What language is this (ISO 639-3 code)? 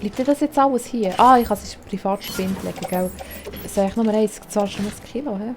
gsw